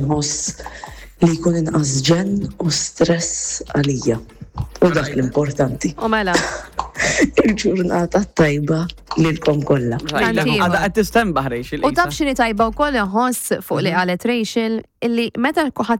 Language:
Maltese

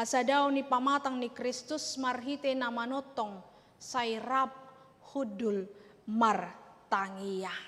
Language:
Batak Toba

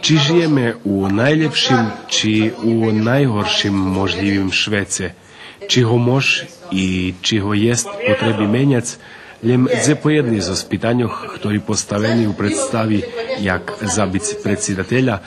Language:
Rusyn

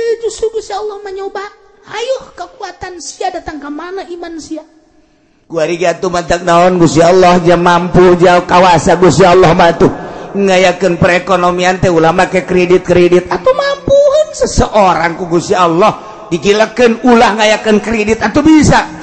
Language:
Sundanese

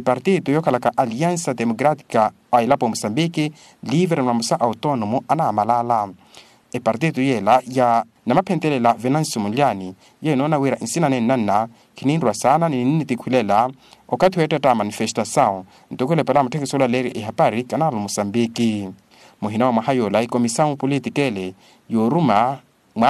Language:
Makhuwa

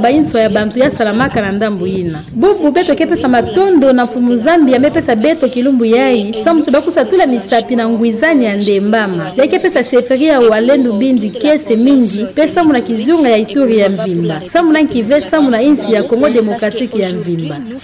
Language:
Kituba (Democratic Republic of Congo)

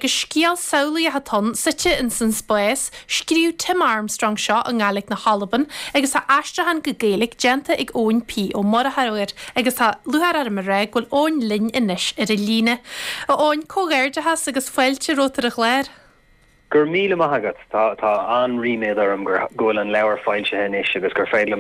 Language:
Irish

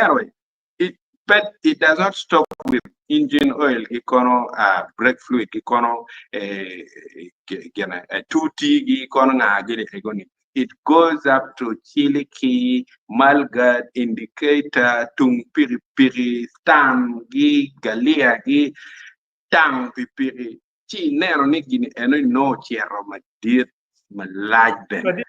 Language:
Acoli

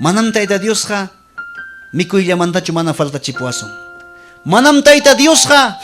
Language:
Ayacucho Quechua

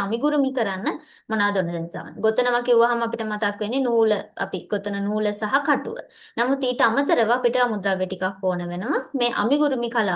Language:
Sinhala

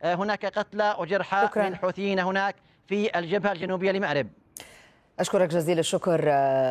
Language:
Arabic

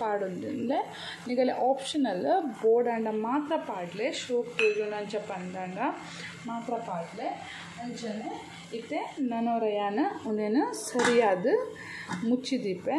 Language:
Tulu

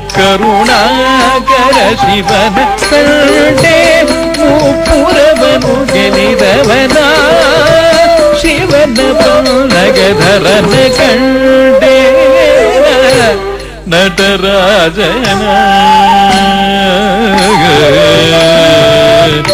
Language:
Kannada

